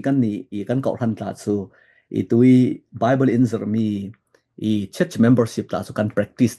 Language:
Falam Chin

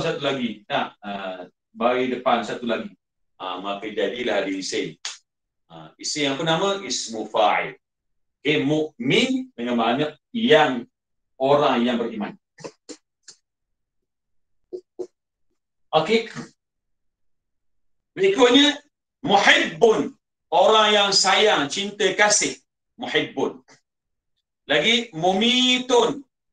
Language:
Malay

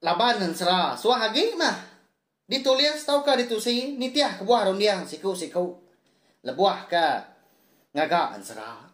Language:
Iban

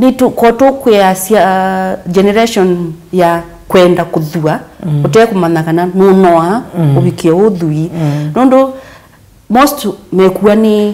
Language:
Kamba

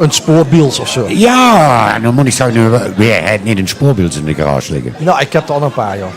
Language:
Limburgish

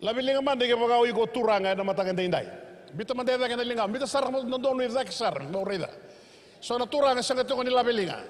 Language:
Fijian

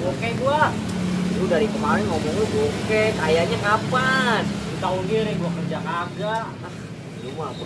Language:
Betawi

